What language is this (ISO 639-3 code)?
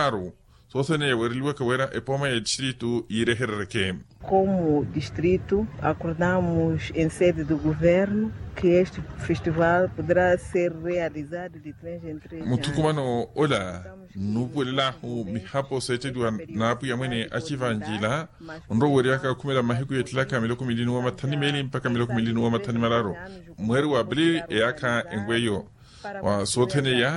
vmw